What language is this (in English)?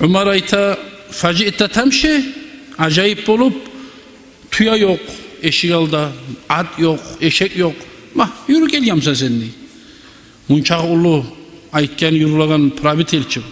Kumyk